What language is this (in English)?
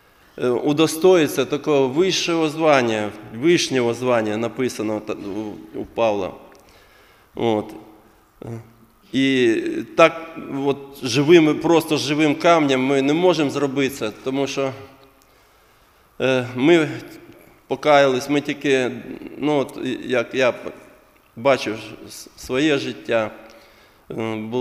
Ukrainian